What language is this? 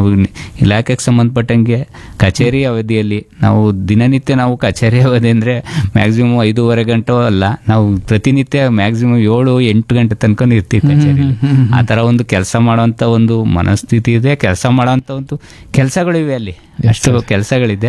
Kannada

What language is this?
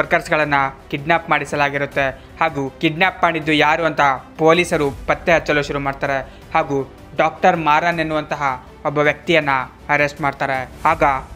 Kannada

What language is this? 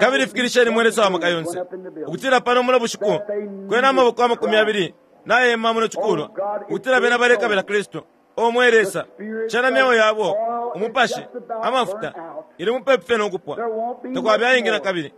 Bemba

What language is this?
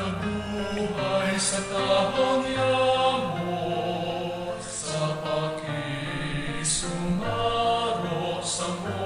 Bikol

